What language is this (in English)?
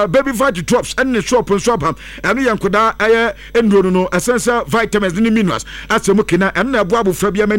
Akan